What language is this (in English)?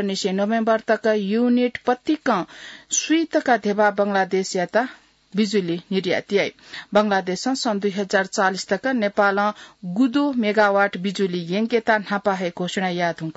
Newari